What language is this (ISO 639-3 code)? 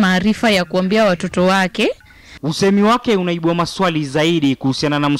swa